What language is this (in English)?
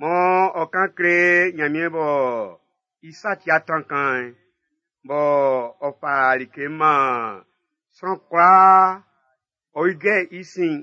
Baoulé